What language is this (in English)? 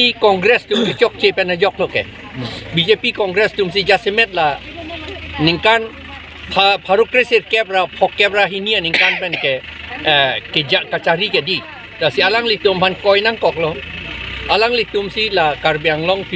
Karbi